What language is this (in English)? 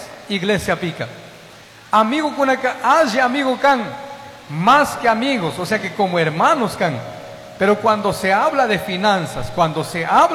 Chimborazo Highland Quichua